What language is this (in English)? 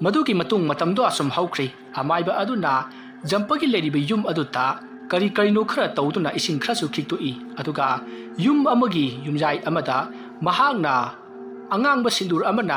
Manipuri